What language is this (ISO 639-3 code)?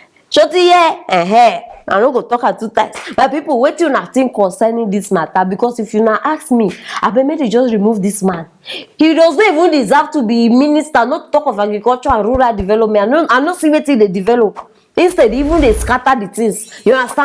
pcm